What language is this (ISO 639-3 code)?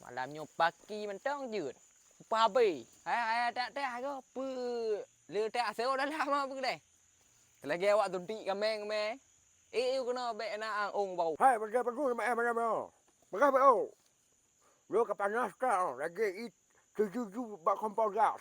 ace